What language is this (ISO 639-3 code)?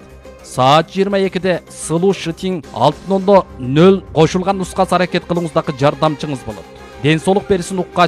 kir